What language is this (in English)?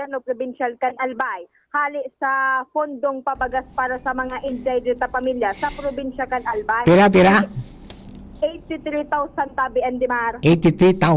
Bikol